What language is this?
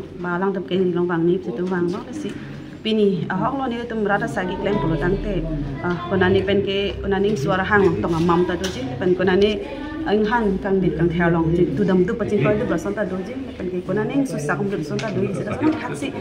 Karbi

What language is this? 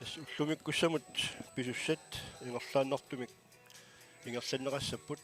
Kalaallisut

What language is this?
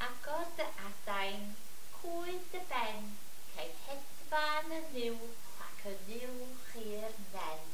Welsh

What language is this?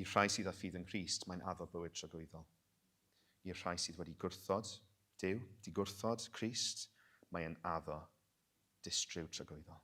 Welsh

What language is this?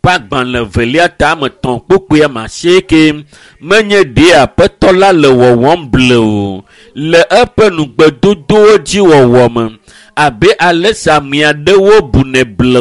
Ewe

